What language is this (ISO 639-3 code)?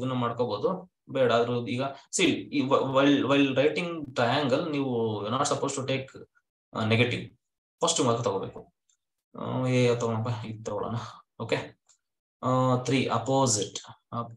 kan